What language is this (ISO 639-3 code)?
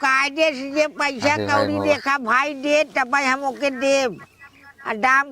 bho